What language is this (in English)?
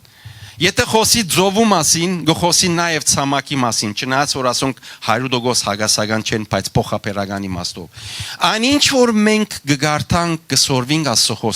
Western Armenian